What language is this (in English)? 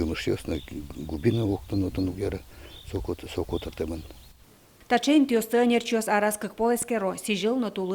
Udmurt